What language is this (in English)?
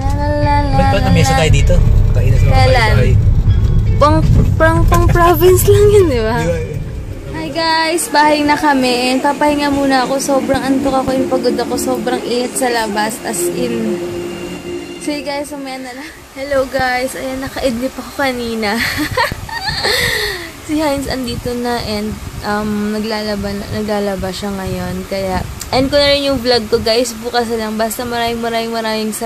Filipino